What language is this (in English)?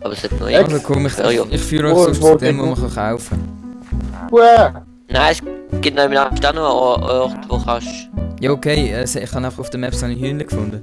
Swiss German